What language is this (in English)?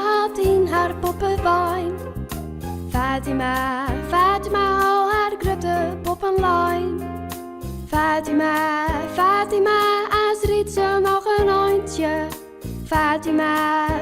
Western Frisian